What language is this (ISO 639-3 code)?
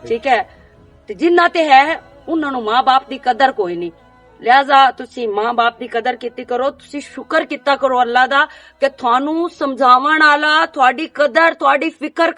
lah